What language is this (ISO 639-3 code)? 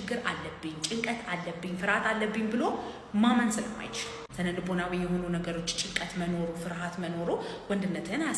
amh